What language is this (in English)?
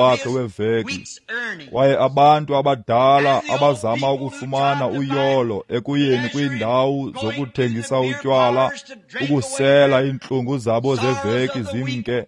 Xhosa